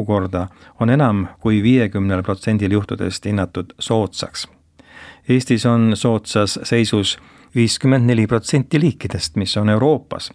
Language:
Estonian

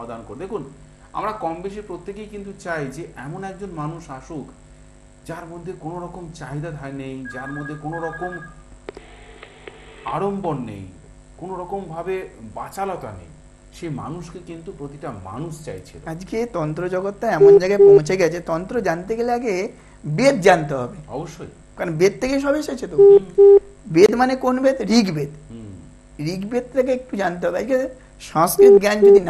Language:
Bangla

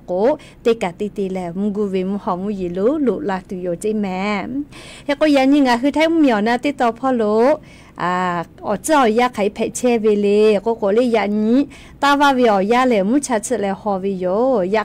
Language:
Lahu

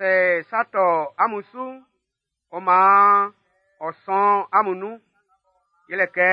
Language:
Baoulé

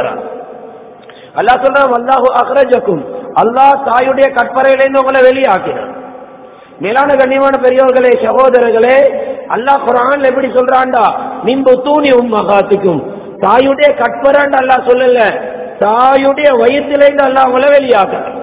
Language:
Tamil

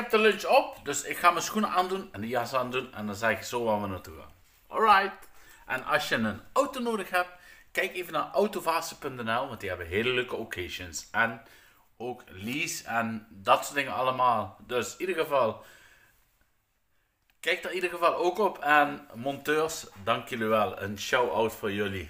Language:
Dutch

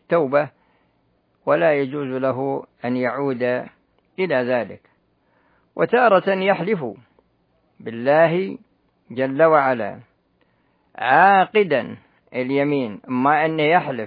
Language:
Arabic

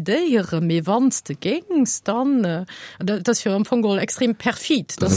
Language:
Luxembourgish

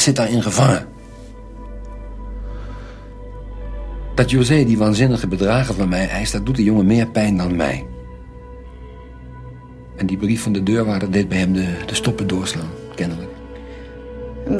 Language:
Dutch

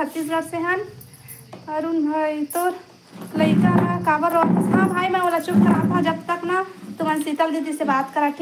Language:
Chhattisgarhi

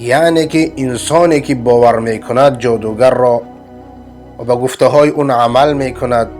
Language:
Persian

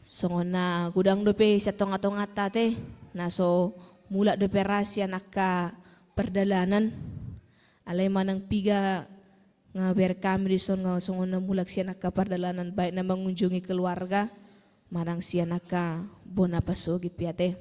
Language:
Batak Toba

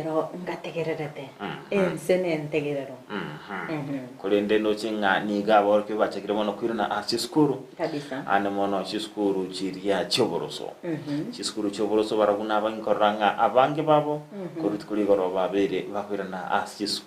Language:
Gusii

